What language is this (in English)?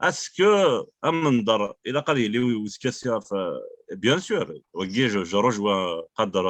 Kabyle